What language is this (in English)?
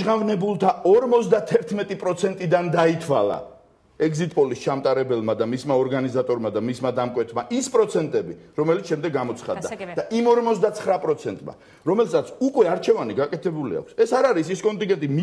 Georgian